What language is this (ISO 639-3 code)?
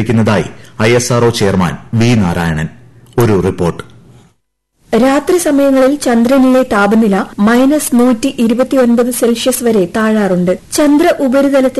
mal